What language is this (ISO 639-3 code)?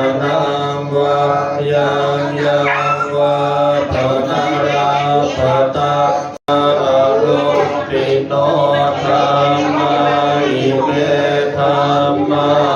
pli